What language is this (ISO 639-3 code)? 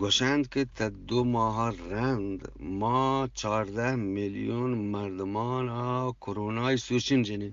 bgp